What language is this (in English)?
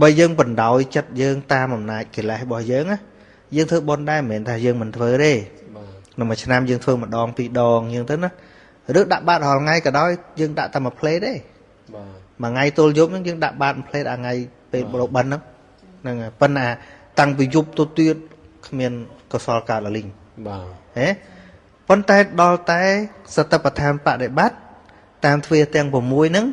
Khmer